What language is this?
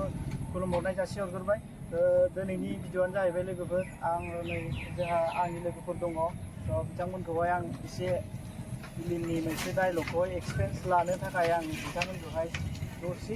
Bodo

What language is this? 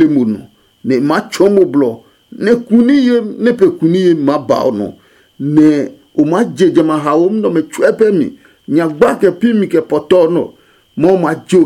Adangme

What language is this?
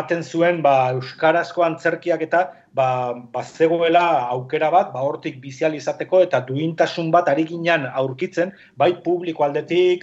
Basque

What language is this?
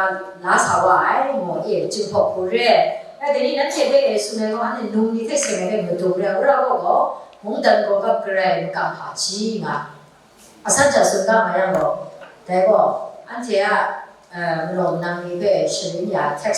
Kachin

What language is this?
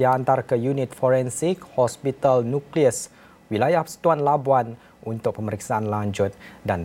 Malay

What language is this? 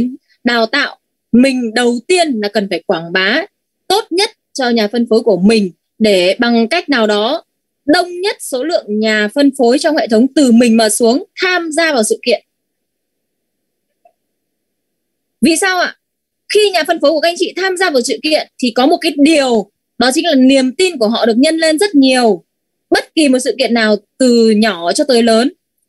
Vietnamese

